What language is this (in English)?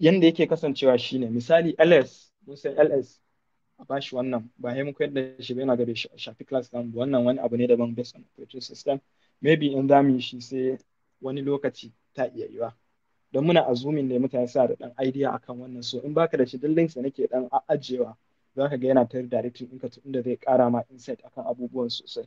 Hausa